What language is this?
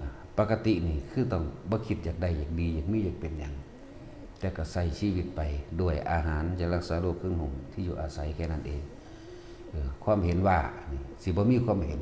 Northeastern Thai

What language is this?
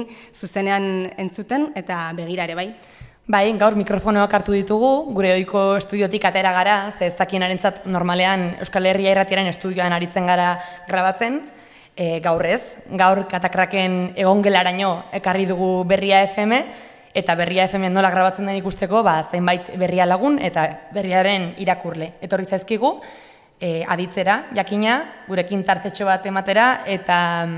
Basque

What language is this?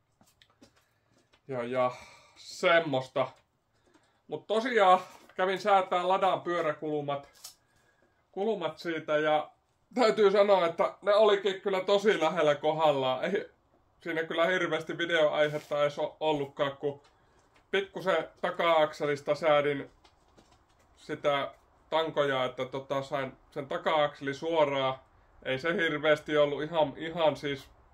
Finnish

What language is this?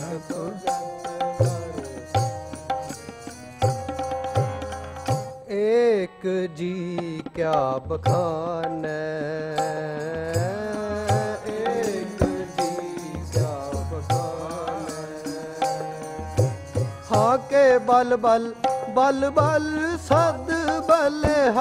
Punjabi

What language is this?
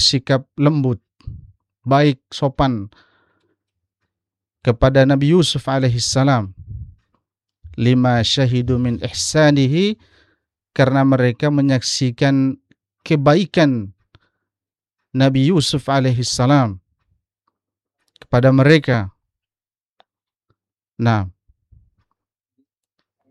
Indonesian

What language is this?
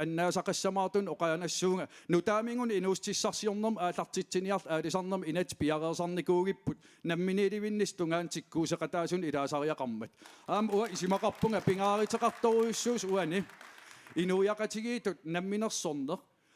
Kalaallisut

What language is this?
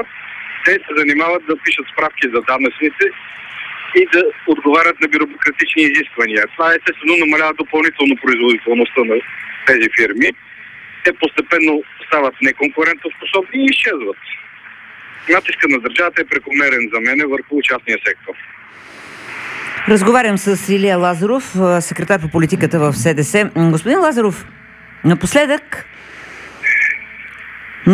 Bulgarian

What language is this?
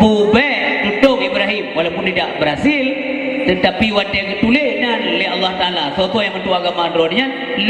Achinese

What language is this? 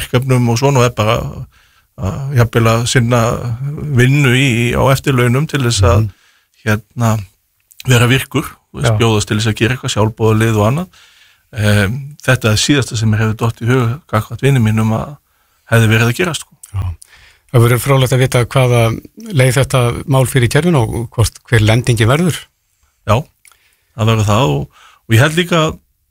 Icelandic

